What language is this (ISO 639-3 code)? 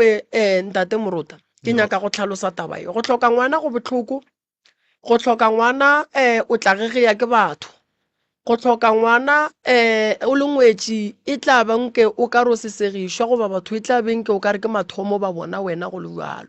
nso